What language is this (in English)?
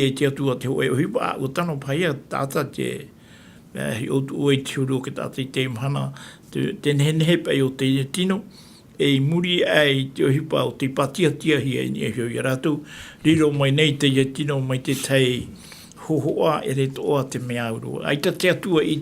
Tahitian